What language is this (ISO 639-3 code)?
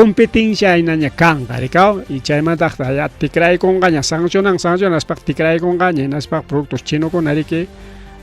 quy